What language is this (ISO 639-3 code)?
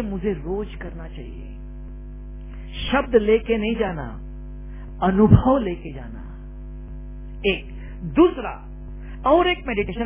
hin